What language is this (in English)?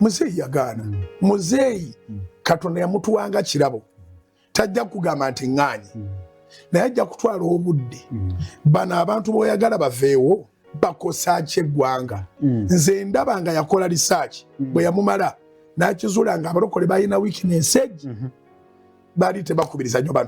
Ganda